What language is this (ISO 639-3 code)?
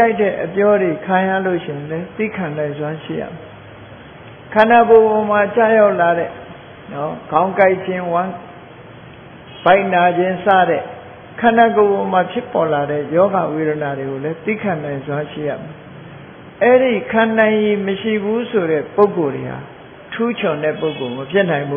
mya